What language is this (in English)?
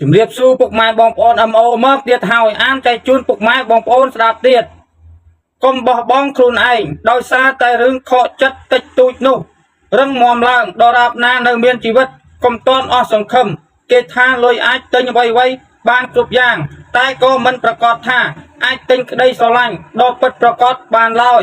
Khmer